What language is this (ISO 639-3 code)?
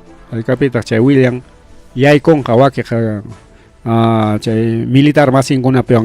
quy